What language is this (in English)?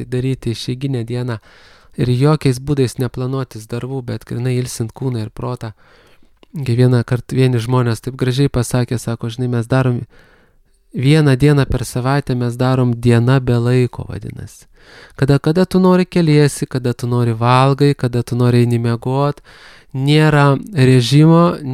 Lithuanian